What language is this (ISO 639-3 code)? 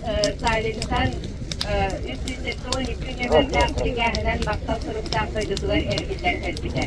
sah